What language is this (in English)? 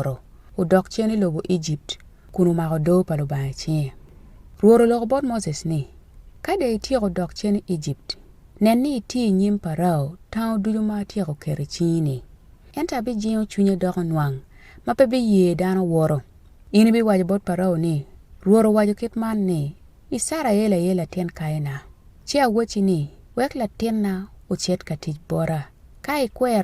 Acoli